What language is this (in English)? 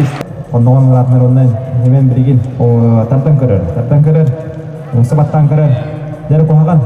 Yakut